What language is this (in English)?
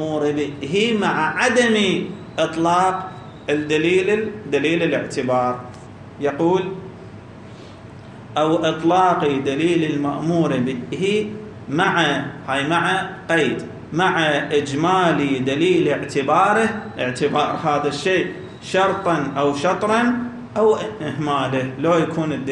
Arabic